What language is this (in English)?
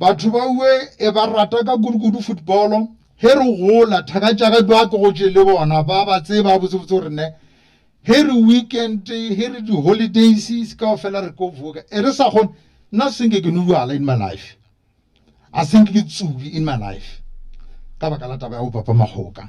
Northern Sotho